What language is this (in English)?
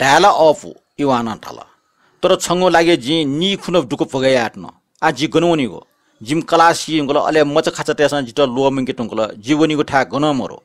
Newari